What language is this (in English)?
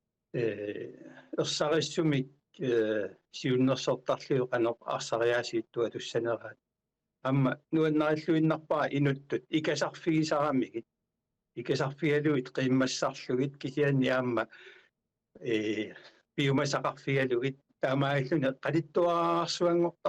Kalaallisut